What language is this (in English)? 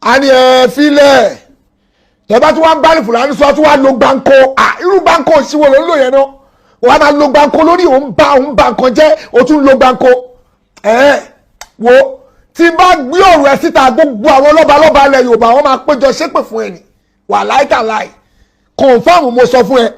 Yoruba